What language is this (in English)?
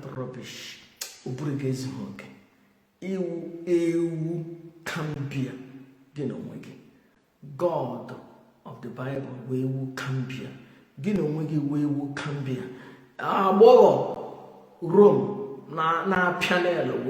Igbo